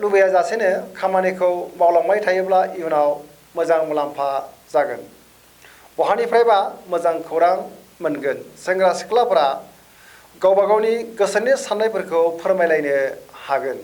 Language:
Bodo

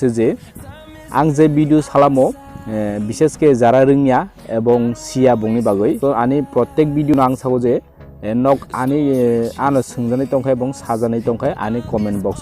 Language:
Kok Borok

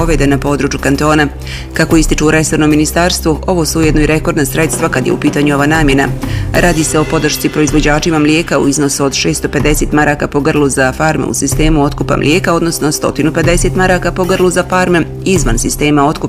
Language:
Bosnian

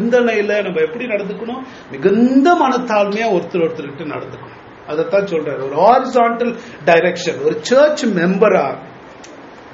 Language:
Tamil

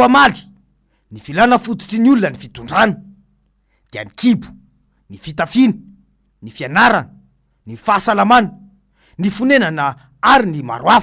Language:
Malagasy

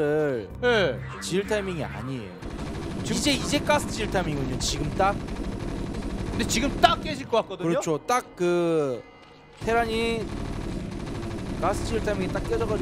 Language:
Korean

